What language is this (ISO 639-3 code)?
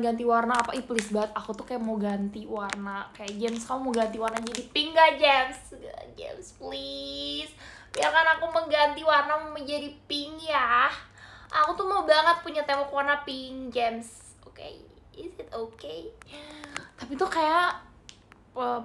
ind